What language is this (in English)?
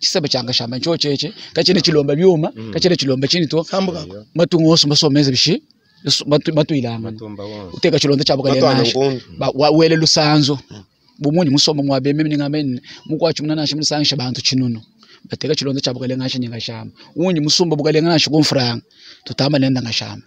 Luba-Lulua